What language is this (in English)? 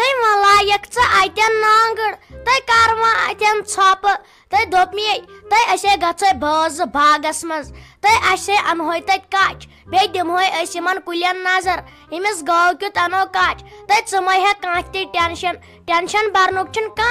Kashmiri